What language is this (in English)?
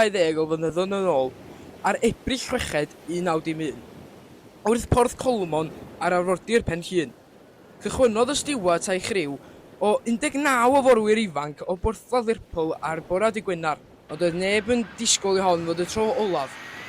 Welsh